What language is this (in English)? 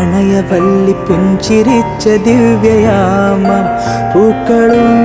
Malayalam